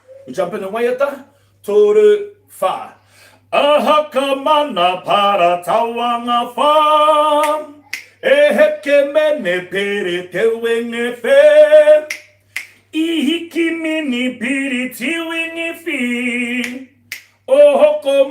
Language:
Māori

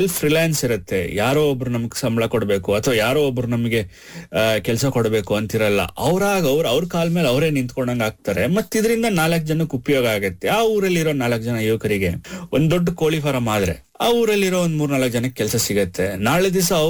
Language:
Kannada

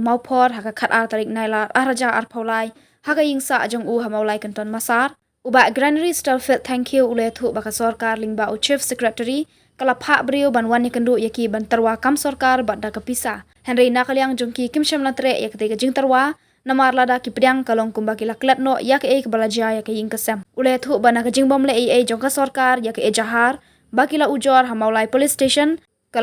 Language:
Khasi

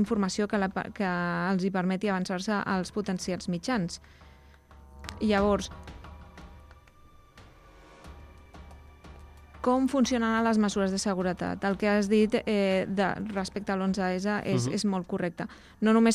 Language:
Catalan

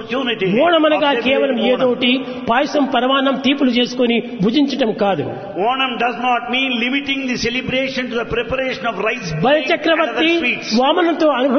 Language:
Telugu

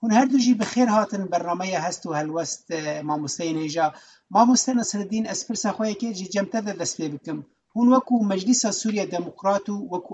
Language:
Kurdish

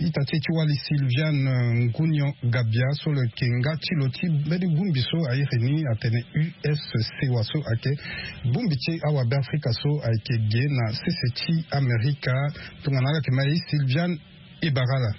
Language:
Sango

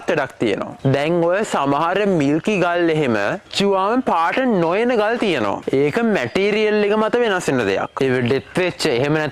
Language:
Sinhala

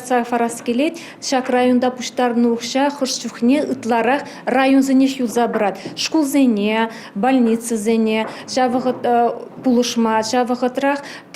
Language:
Chuvash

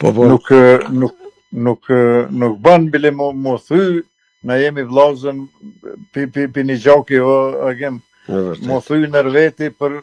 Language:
Albanian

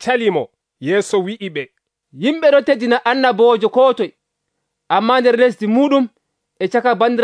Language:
Nigerian Fulfulde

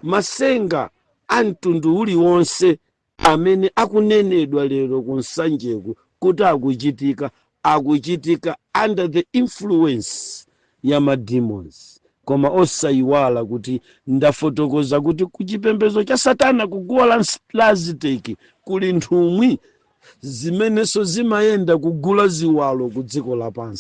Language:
Nyanja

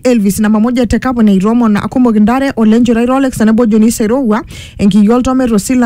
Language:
Masai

